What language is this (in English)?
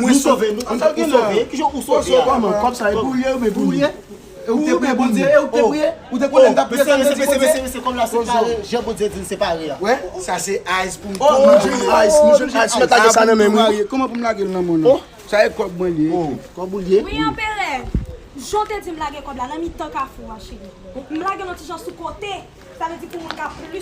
Haitian Creole